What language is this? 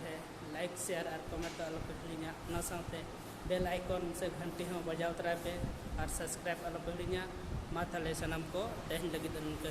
Santali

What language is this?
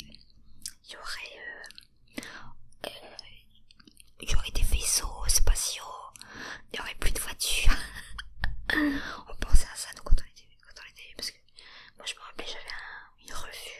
French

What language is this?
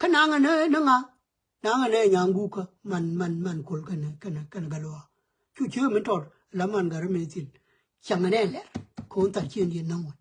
Nuer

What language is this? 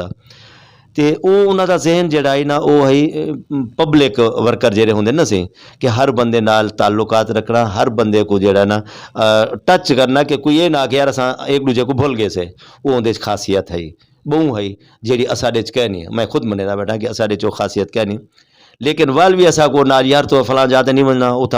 Western Panjabi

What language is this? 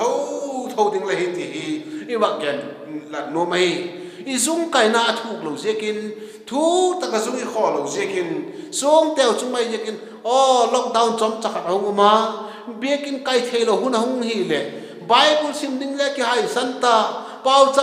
Vaiphei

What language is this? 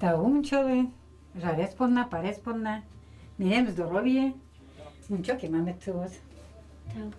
Udmurt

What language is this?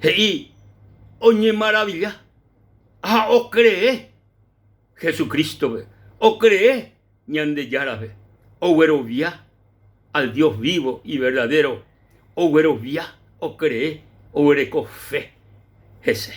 Guarani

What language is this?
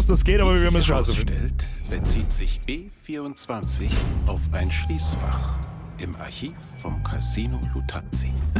Bavarian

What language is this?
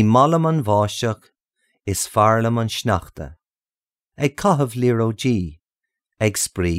Irish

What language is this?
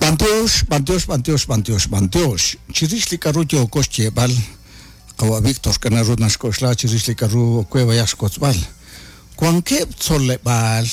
Kekchí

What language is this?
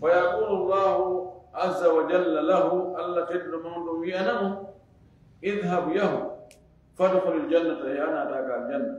Fula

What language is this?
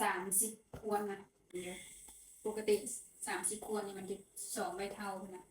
Northeastern Thai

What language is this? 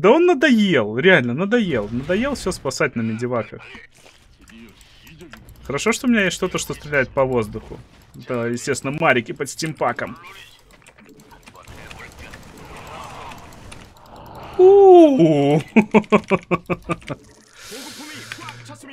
Russian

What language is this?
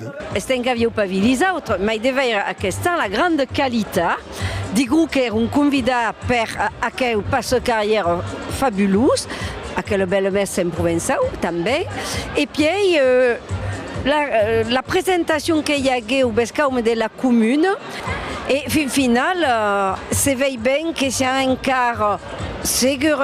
Occitan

